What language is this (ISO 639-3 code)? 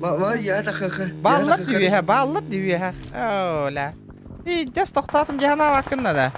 sah